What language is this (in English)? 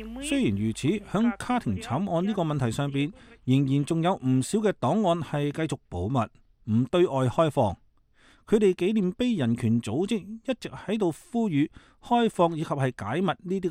Cantonese